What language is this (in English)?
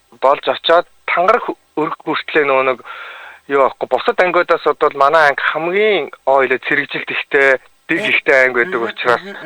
Mongolian